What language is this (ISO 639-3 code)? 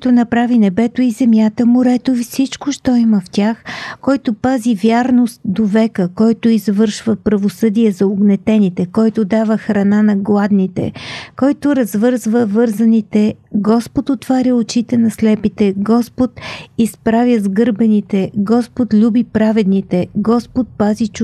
bul